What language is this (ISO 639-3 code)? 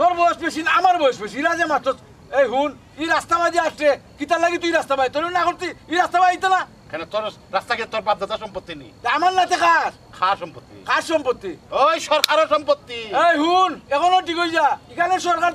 syl